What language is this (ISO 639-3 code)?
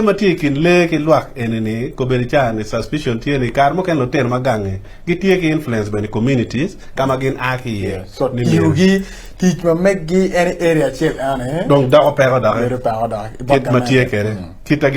ach